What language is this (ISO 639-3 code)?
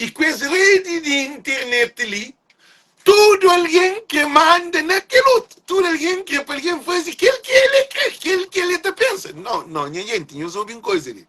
kea